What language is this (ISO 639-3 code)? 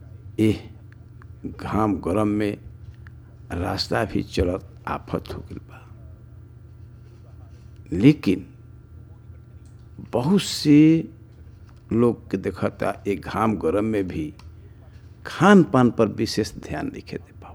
bho